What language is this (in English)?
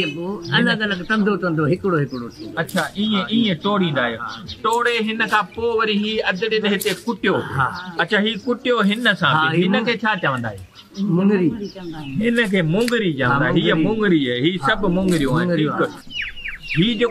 Sindhi